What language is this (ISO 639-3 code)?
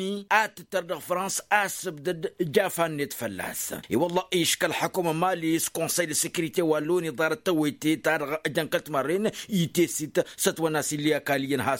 taq